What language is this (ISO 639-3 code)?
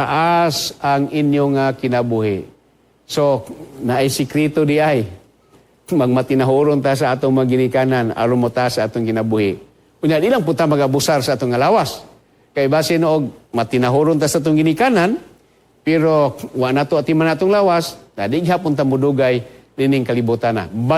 ceb